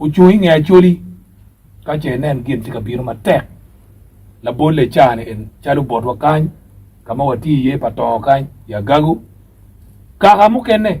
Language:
Acoli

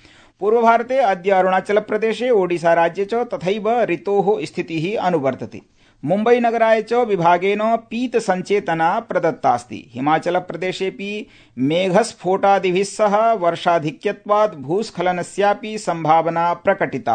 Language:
Sanskrit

